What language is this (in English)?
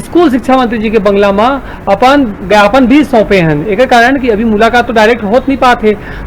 Chhattisgarhi